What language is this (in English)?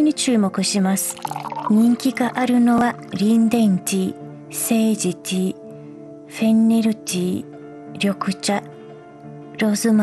Japanese